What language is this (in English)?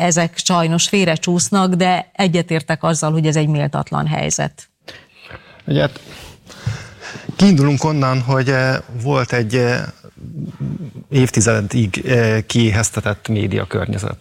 Hungarian